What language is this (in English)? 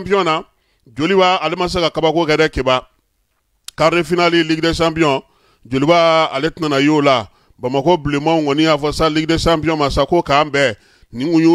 Bambara